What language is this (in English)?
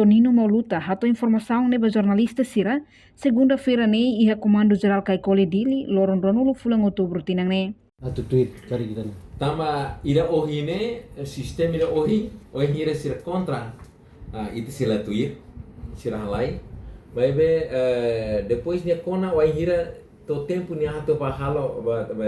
Tetum